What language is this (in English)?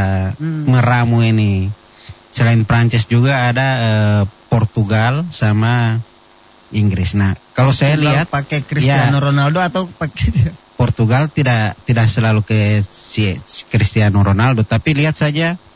Indonesian